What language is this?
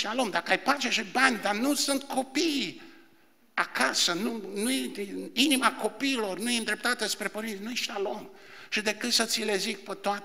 Romanian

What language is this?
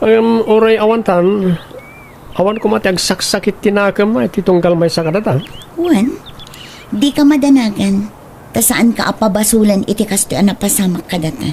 Iloko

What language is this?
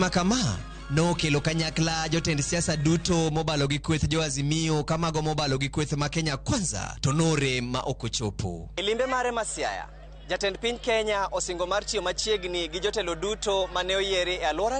Luo (Kenya and Tanzania)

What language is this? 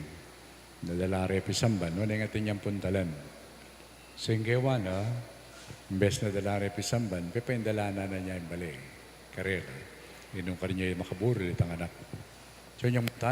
Pampanga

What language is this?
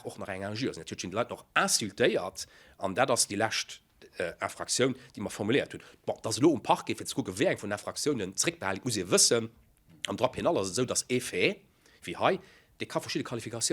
Luxembourgish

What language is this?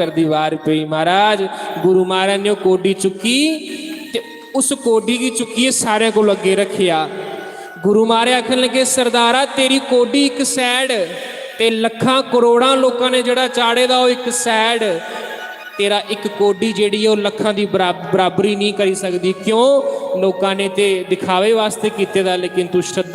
Dogri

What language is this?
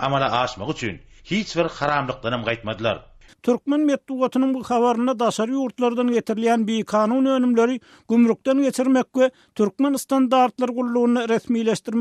Turkmen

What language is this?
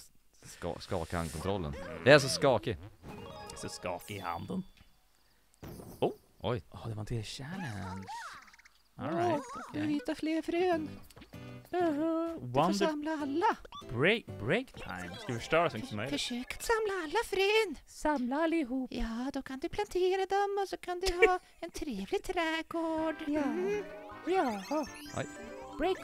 Swedish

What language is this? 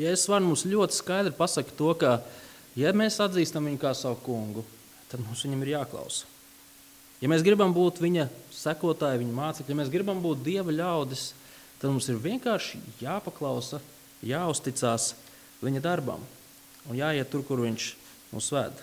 Latvian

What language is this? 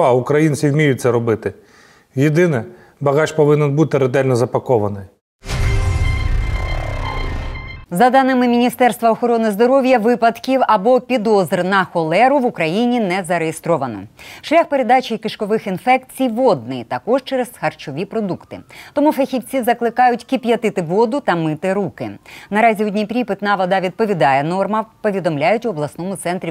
Ukrainian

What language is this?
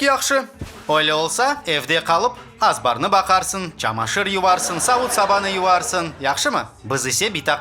Crimean Tatar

